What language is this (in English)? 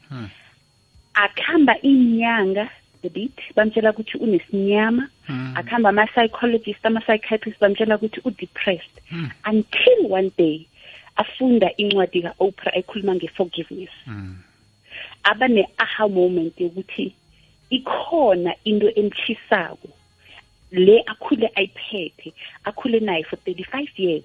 South Ndebele